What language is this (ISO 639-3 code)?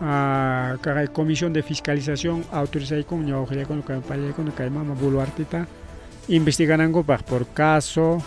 quy